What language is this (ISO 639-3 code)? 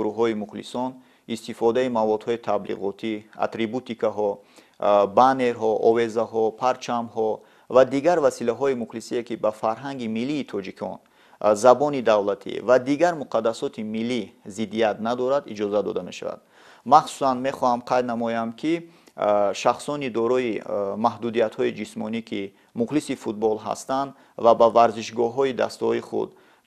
tgk